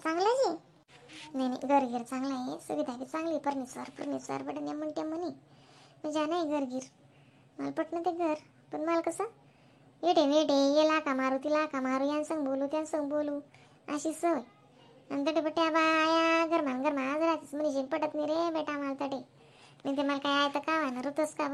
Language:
Khandesi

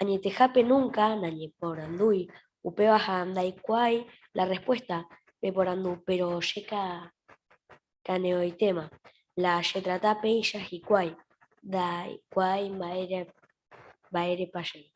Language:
Guarani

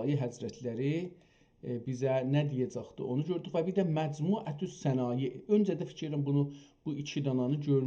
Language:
South Azerbaijani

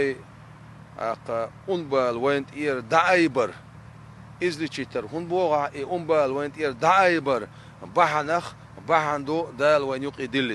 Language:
Chechen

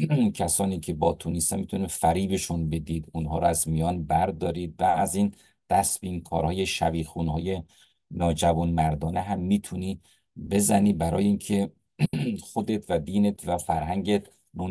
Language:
Persian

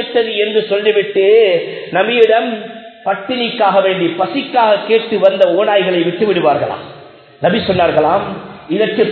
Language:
Tamil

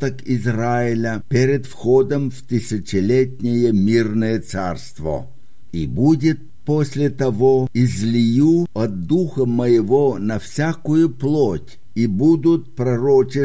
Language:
Russian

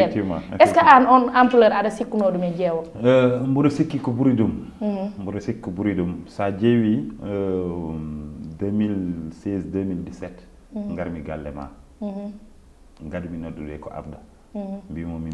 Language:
Fula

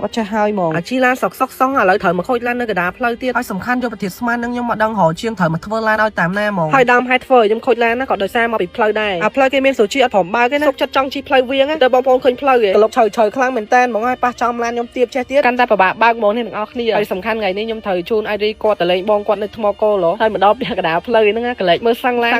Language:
Khmer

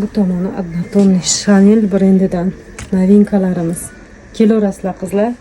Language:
Uzbek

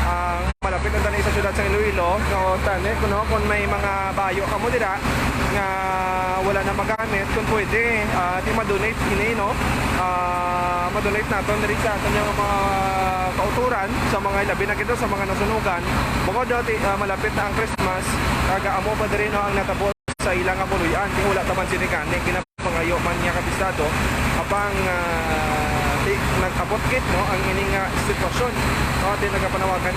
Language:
Hiligaynon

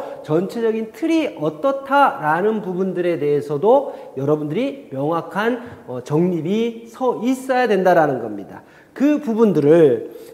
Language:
Korean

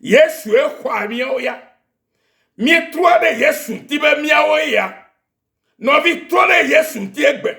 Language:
Ewe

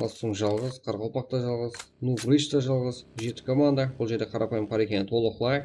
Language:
Kara-Kalpak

